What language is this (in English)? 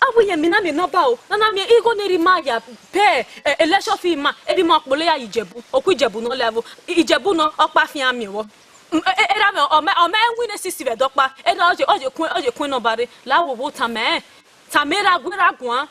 Bini